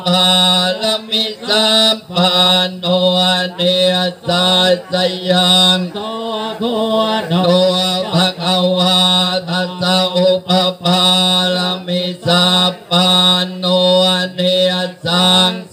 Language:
Thai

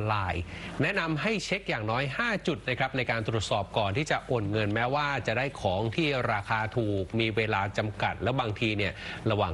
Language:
Thai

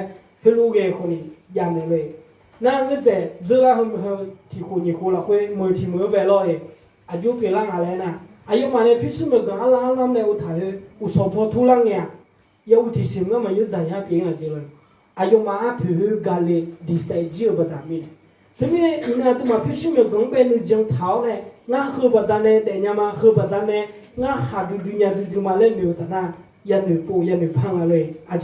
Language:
Akha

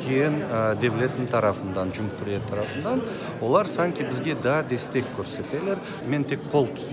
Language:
Crimean Tatar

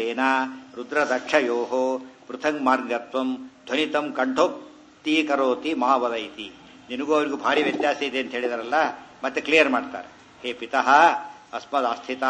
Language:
Kannada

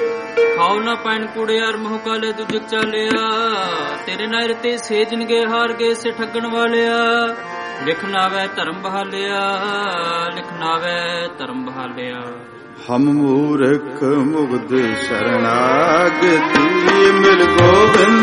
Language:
Punjabi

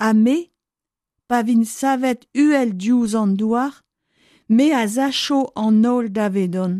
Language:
Breton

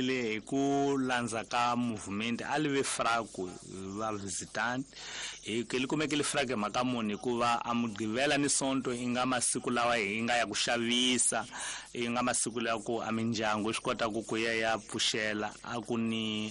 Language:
Tsonga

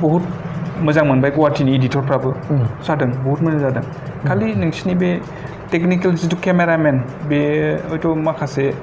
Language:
Bodo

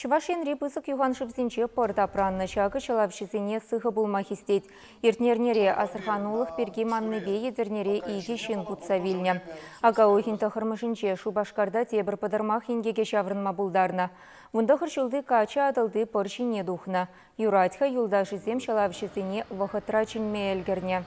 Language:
Chuvash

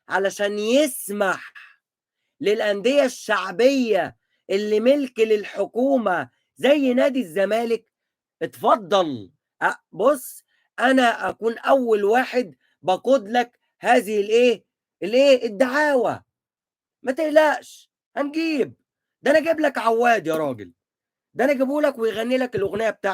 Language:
Egyptian Arabic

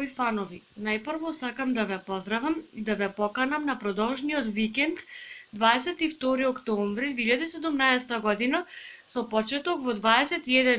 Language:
Macedonian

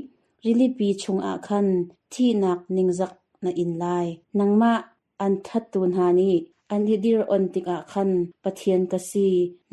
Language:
Hakha Chin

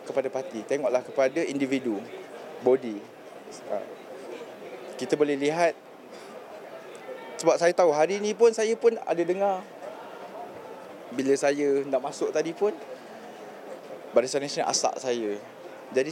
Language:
Malay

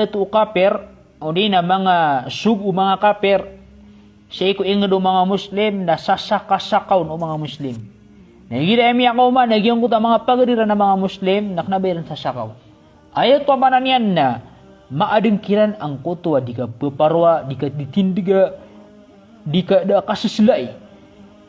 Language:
Maranao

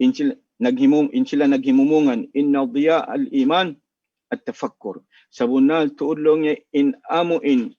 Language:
Tausug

